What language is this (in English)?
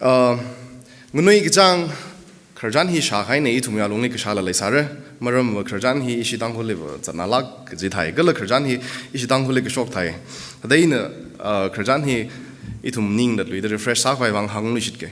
Tangkhul Naga (India)